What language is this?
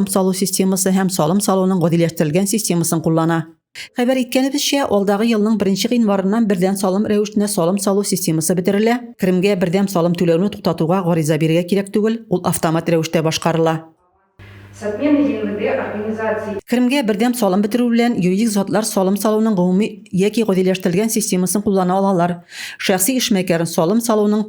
Tatar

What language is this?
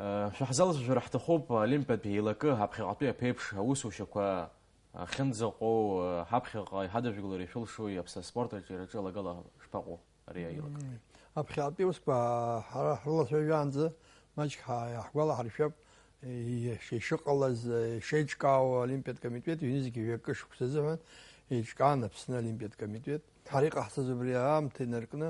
Abkhazian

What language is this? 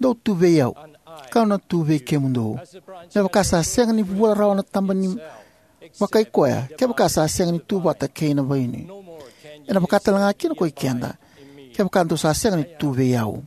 Fijian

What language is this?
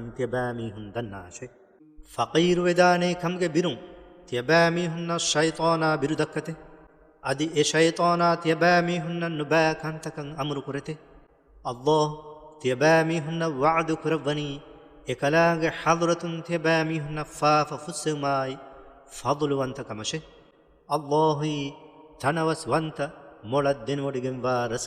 Divehi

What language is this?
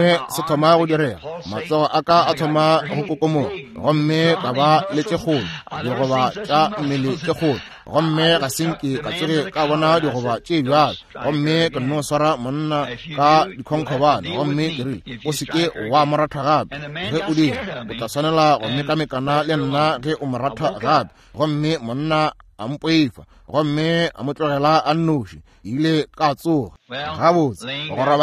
Northern Sotho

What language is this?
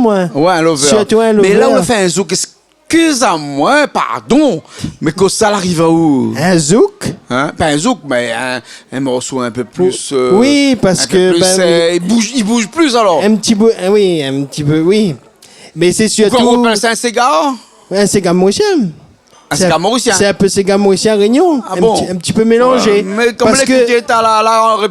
Réunion Creole French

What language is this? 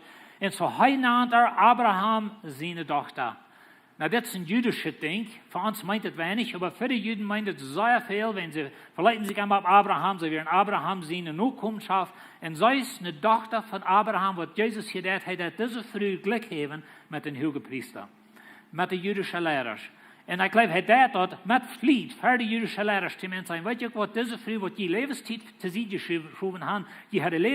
Plautdietsch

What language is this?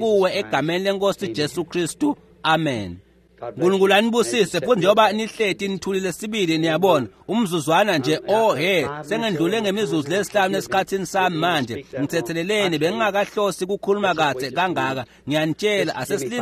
Swati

